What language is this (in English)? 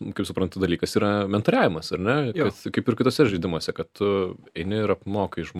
Lithuanian